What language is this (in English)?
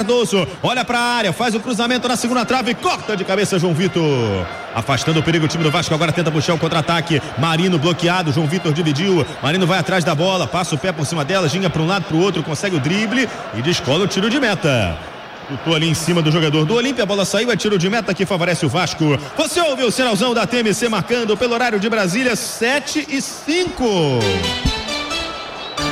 Portuguese